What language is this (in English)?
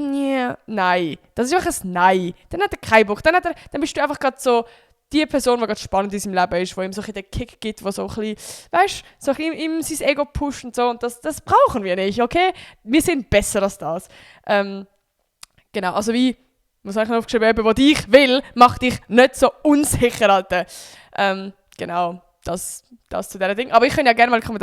Swiss German